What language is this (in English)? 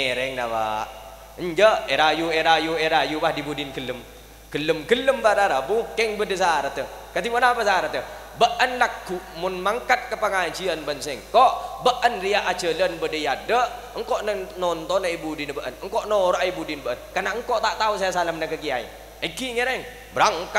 Madurese